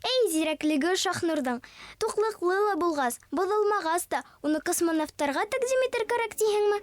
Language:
Bashkir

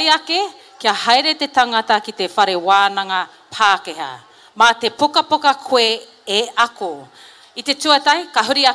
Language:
Māori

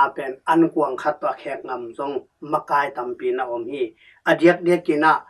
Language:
Tedim Chin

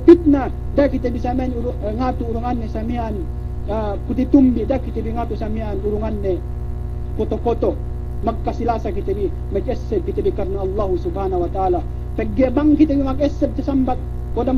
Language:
Yakan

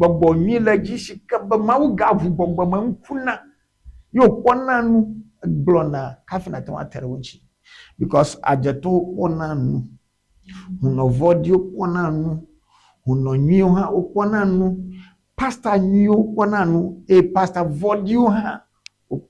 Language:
Ewe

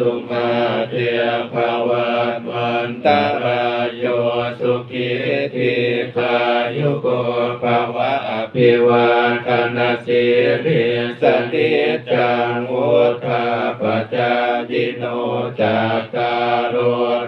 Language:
Pali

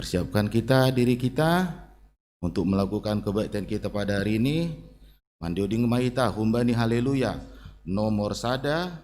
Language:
Batak Simalungun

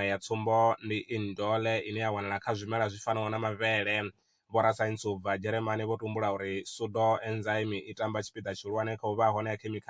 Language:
Venda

